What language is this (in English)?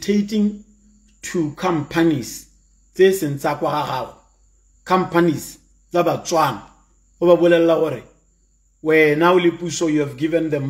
Tswana